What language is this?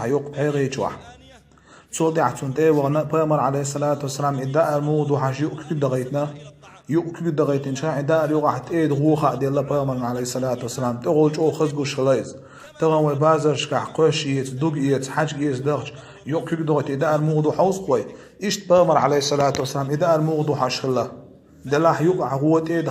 Chechen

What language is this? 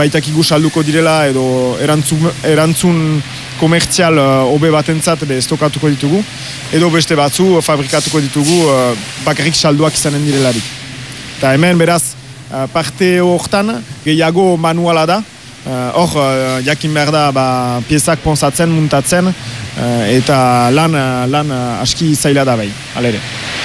Basque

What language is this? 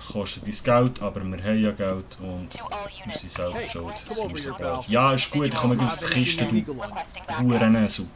Swiss German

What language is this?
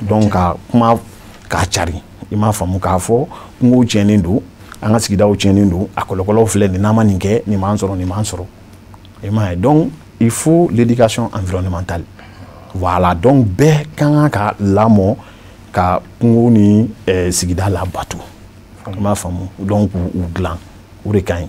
Bambara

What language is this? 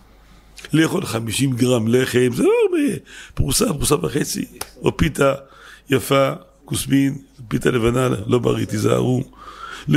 Hebrew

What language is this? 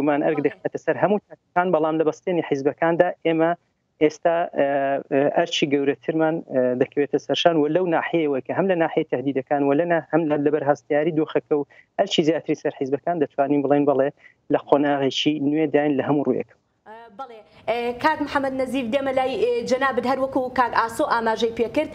Central Kurdish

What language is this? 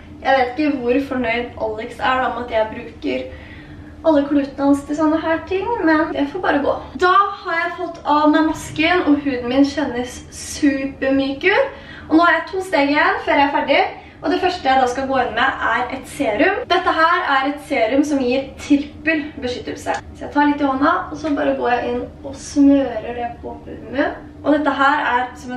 Norwegian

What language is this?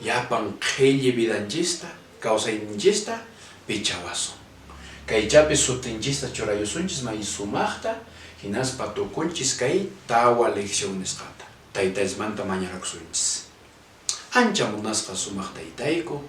Quechua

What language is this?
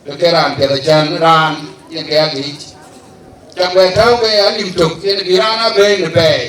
Dinka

